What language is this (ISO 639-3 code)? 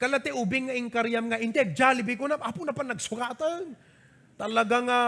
ilo